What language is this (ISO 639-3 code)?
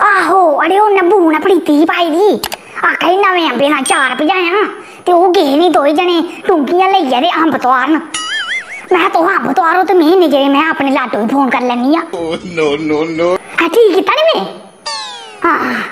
doi